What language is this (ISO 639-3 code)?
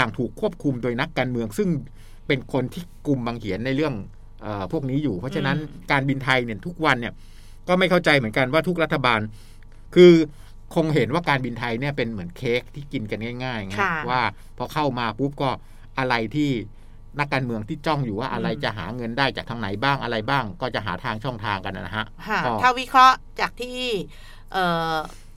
tha